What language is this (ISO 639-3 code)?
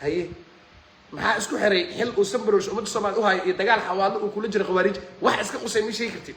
som